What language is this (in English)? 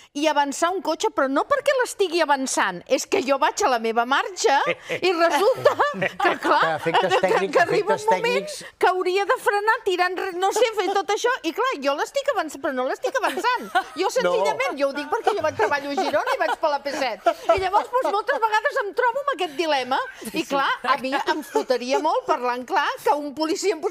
Catalan